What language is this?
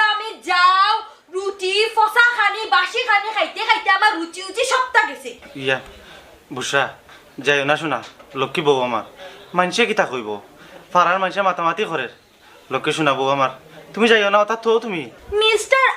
Sylheti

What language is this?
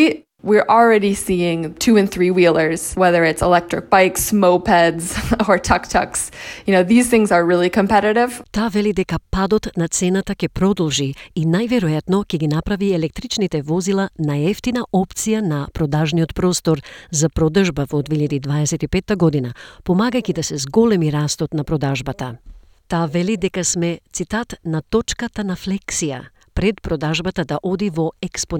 Macedonian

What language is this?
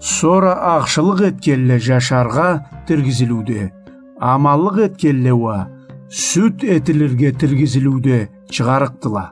Karachay-Balkar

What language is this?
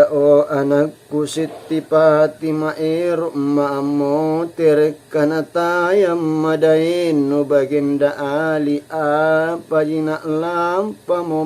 Makasar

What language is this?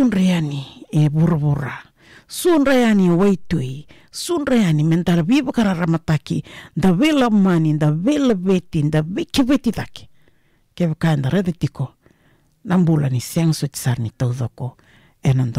Fijian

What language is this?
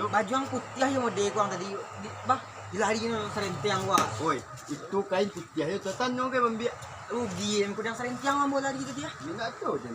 Minangkabau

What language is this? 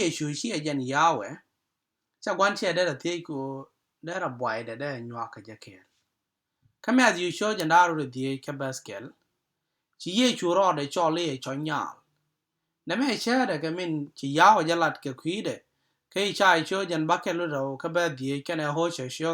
Nuer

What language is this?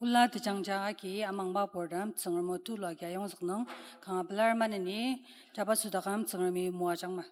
Ao Naga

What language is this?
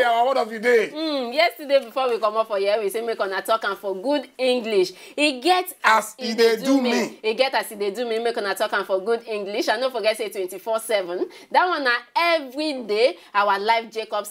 Nigerian Pidgin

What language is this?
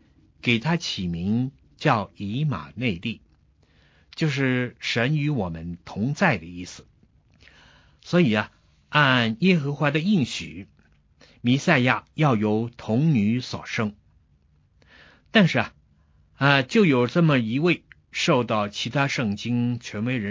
Chinese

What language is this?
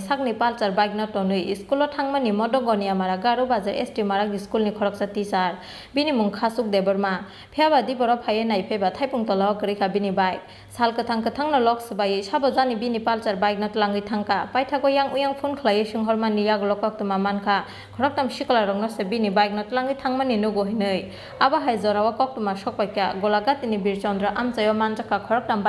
Kok Borok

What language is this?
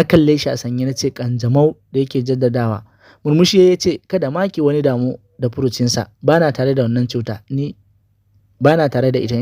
Hausa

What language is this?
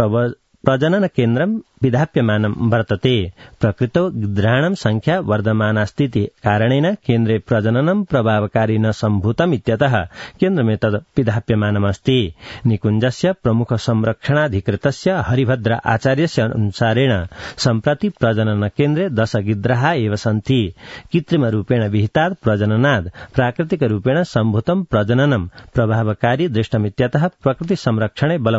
Sanskrit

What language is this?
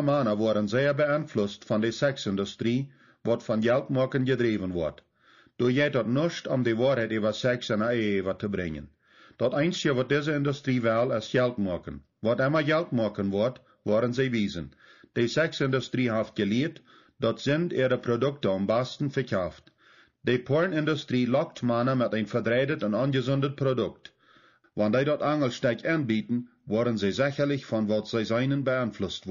Plautdietsch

